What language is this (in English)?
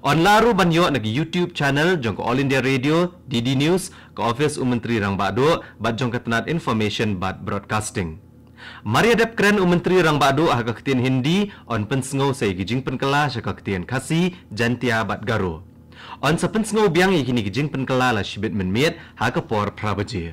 Khasi